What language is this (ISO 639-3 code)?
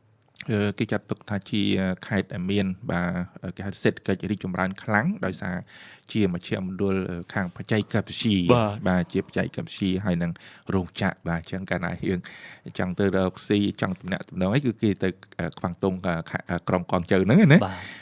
khm